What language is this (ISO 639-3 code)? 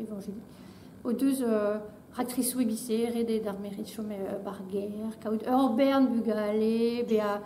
bre